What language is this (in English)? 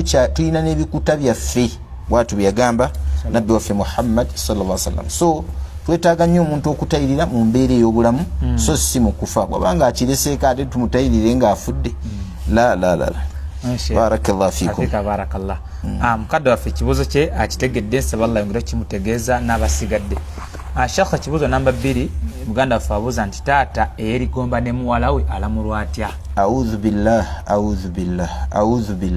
Ganda